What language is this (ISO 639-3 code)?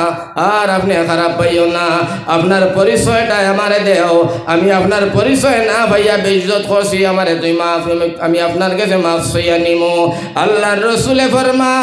syl